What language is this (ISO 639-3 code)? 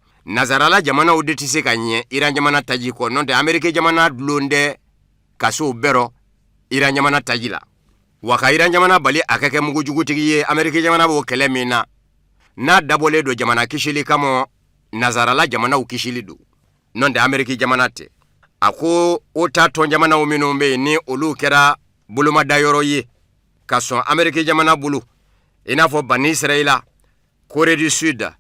bam